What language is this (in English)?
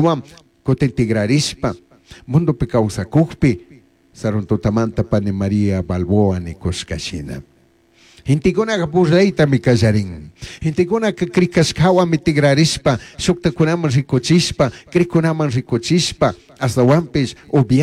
Chimborazo Highland Quichua